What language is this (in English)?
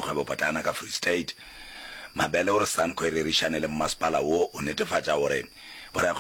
Northern Sotho